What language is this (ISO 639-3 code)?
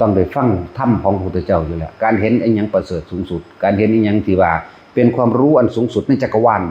tts